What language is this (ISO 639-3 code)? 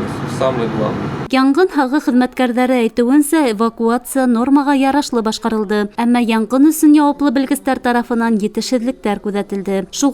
bak